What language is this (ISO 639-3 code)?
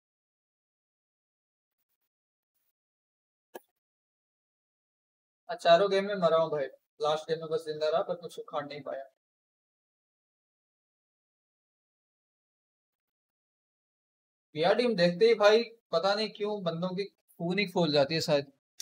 hin